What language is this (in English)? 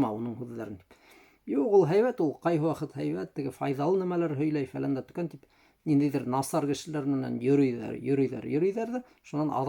Bashkir